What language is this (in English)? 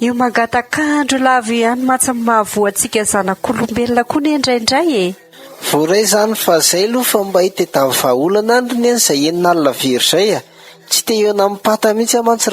Malagasy